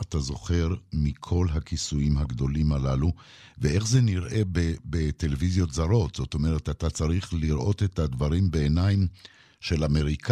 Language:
Hebrew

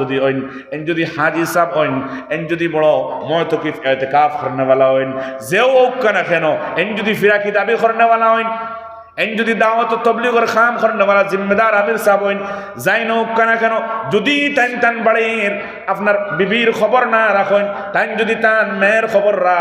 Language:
Sylheti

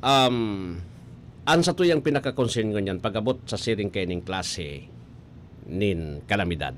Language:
Bikol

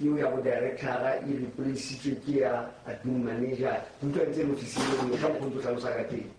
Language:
Southern Sotho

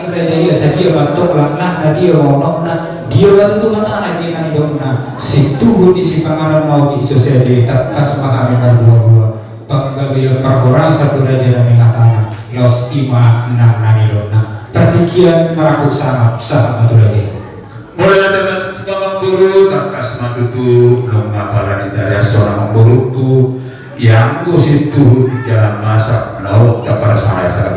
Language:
Batak Toba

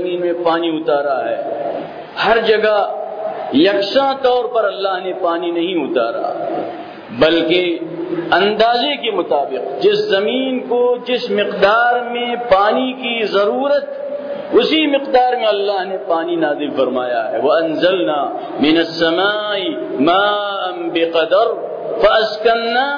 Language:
Urdu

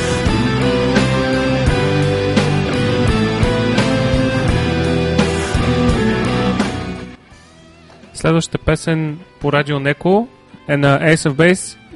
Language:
Bulgarian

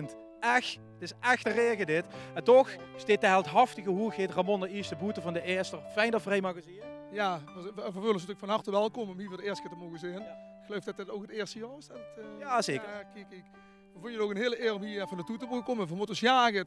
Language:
Limburgish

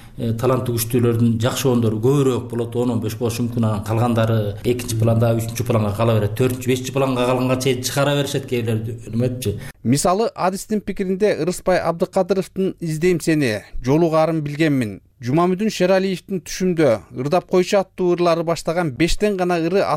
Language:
Kyrgyz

